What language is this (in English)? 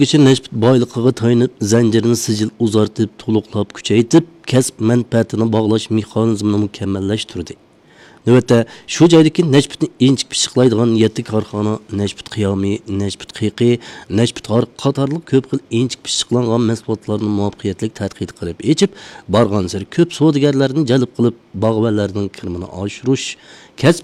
Uyghur